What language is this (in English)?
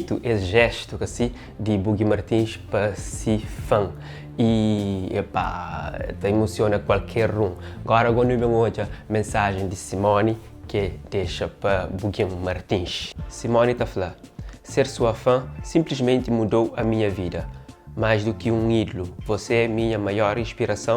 Kabuverdianu